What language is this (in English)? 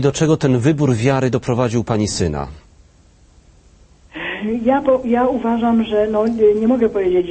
Polish